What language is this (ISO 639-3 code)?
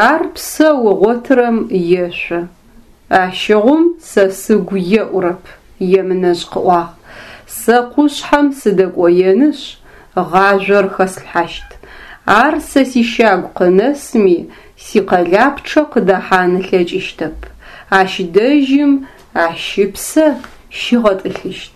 ady